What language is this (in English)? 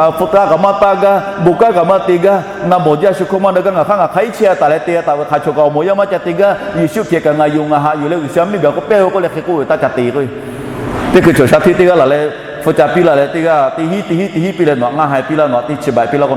Lahu